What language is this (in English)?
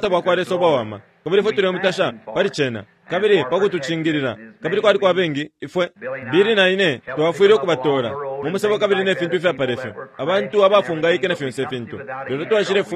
Bemba